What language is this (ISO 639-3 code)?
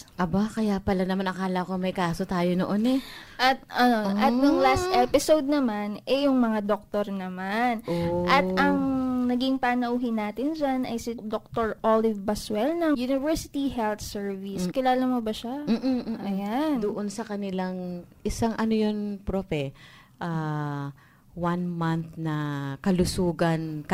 fil